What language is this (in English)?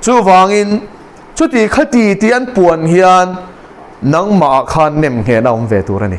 Mizo